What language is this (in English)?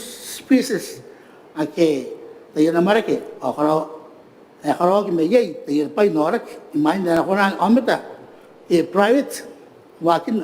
Gilbertese